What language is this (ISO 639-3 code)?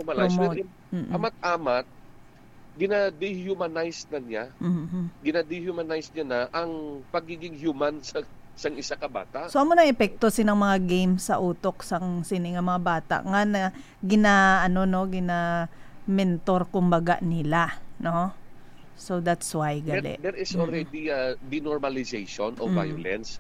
hil